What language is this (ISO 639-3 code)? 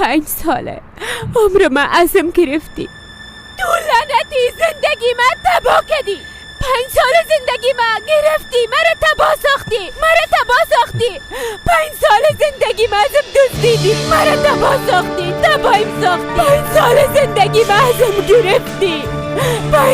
fas